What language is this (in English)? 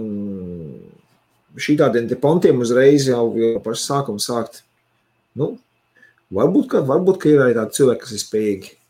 Latvian